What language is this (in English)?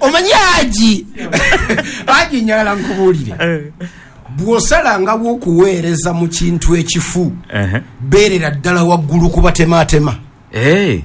Ganda